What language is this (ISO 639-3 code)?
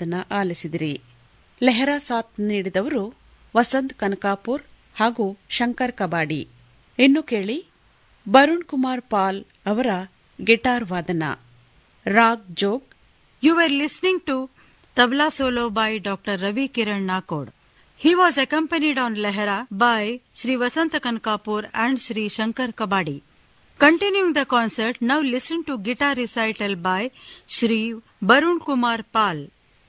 kan